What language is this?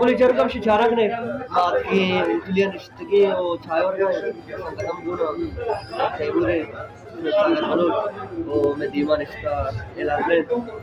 Baluchi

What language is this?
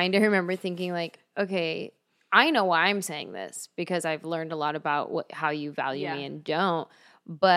English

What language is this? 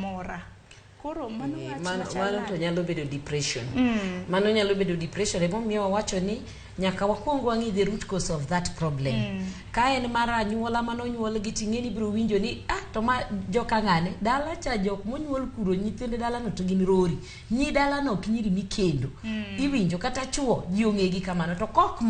Luo (Kenya and Tanzania)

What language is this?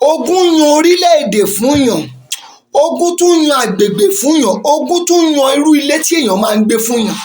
Yoruba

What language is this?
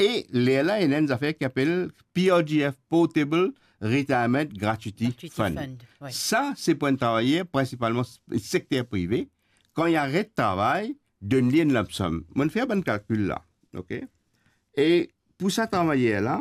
Morisyen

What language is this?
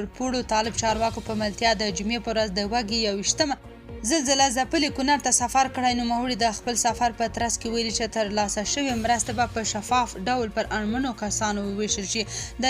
Pashto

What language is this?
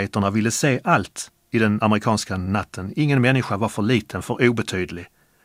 Swedish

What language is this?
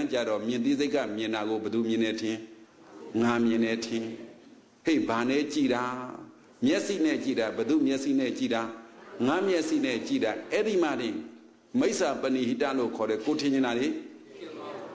Burmese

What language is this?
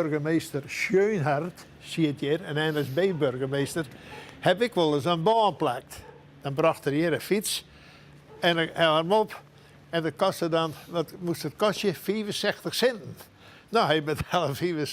Western Frisian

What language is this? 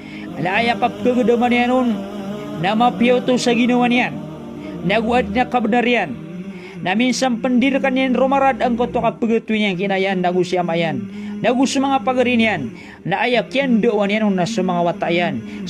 Maranao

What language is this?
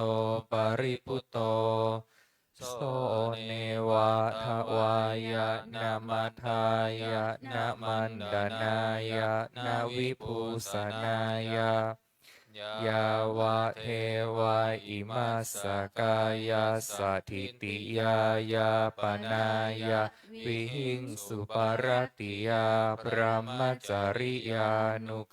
Pali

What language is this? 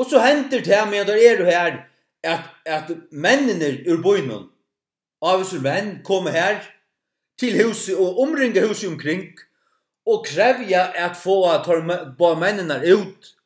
Faroese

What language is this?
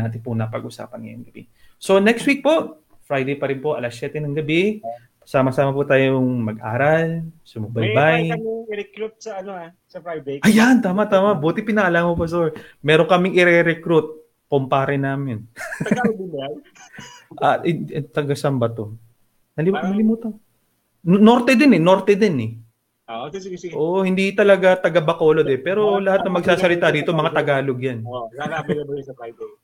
Filipino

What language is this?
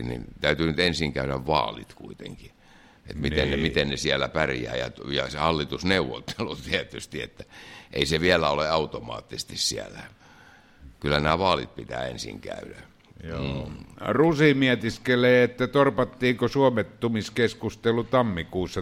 Finnish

